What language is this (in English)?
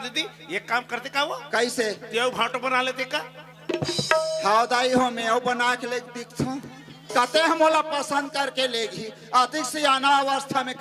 Chhattisgarhi